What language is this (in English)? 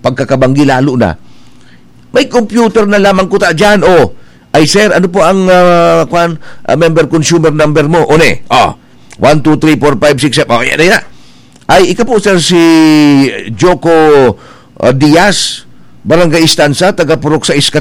Bikol